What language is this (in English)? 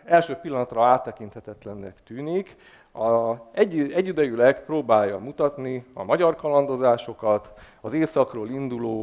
Hungarian